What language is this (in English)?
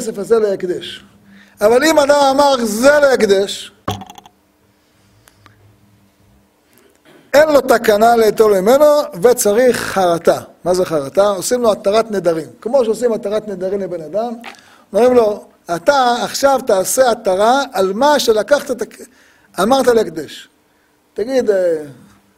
Hebrew